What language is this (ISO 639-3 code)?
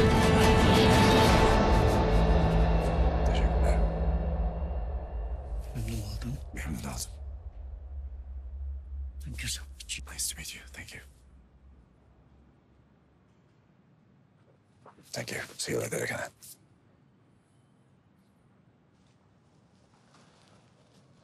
tur